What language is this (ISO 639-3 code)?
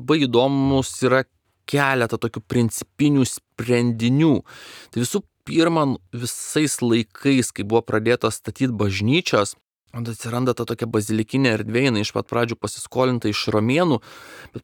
lit